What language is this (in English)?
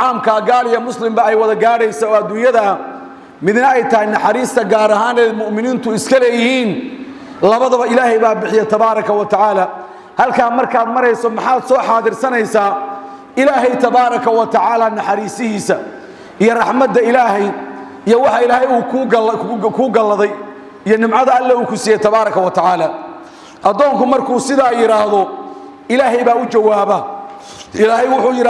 Somali